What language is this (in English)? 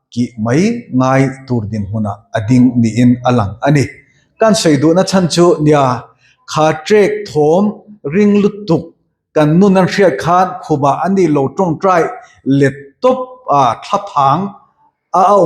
Mizo